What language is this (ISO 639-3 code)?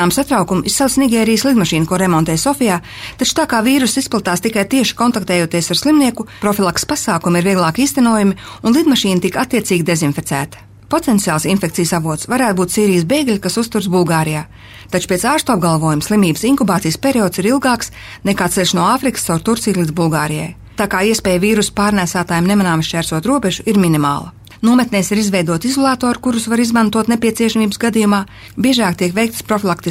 lav